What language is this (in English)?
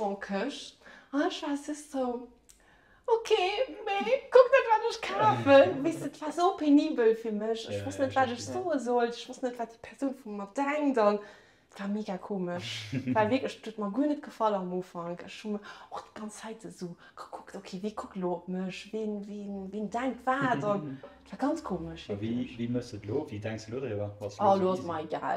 Luxembourgish